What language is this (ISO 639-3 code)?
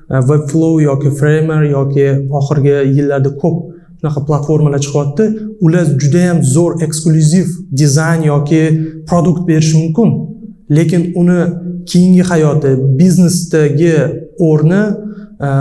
uzb